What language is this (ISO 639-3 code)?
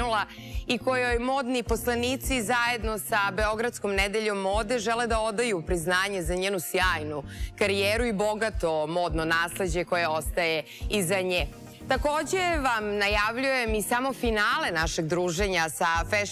srp